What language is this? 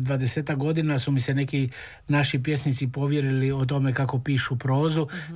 Croatian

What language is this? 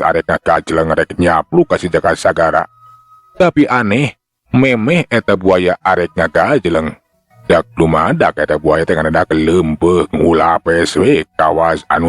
Sundanese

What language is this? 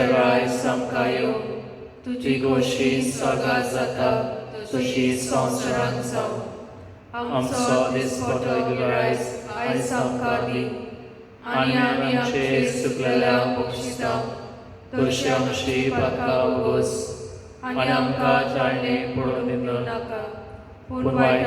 Konkani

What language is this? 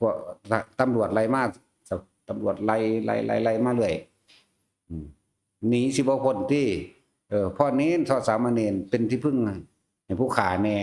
Northeastern Thai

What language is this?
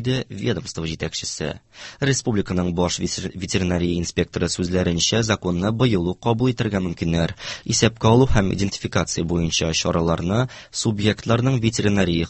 Tatar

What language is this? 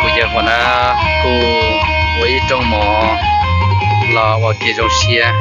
Hmong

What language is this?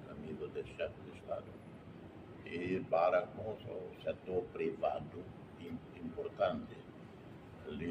Tetum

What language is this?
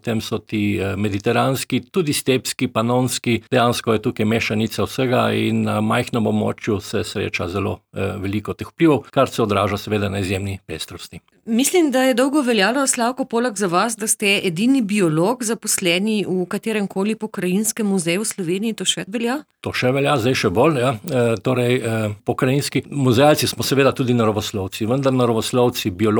Slovenian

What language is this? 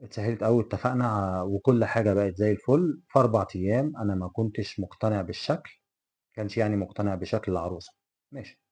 Egyptian Arabic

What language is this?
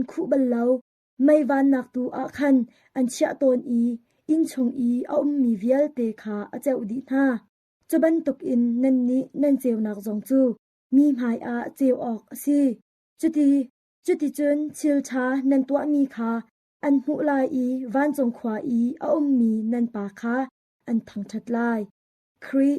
Hakha Chin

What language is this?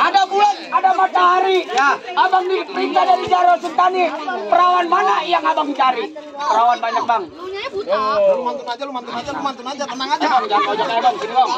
Betawi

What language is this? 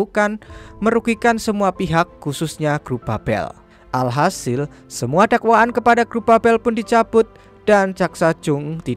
Indonesian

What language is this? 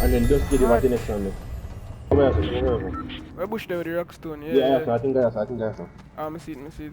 Jamaican Creole English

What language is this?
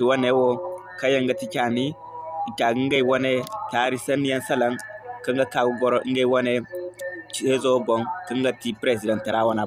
Zarma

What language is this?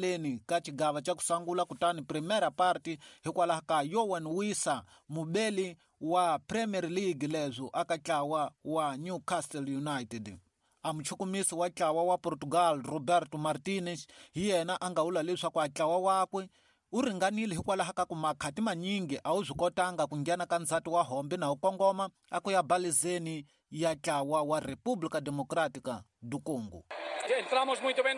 Tsonga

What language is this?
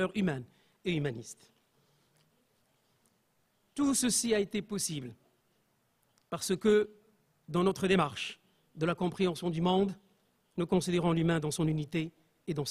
French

